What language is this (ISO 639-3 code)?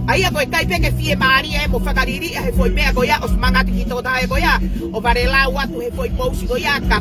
ton